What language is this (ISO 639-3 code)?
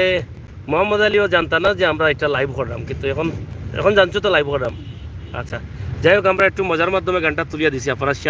syl